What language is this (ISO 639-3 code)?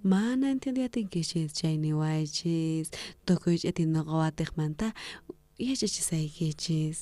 quh